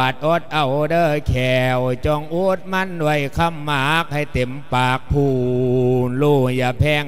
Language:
Lao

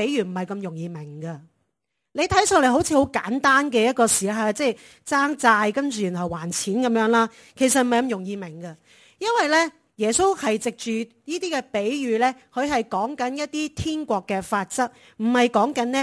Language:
Cantonese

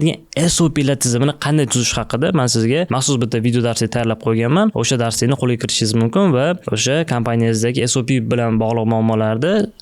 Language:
Uzbek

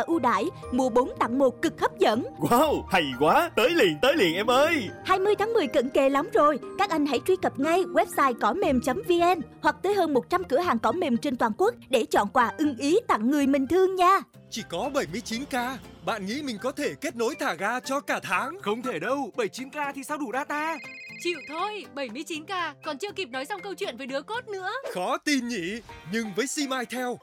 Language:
Vietnamese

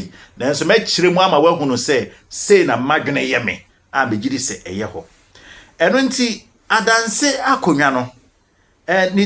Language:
Akan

